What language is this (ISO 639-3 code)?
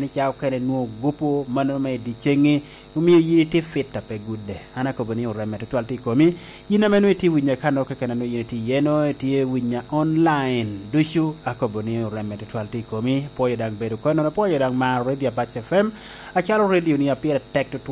laj